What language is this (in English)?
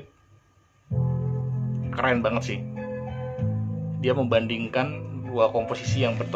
Indonesian